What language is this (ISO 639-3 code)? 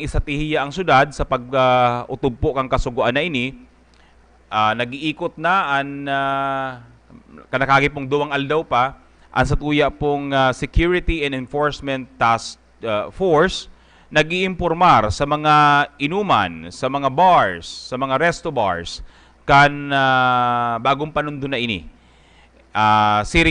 bik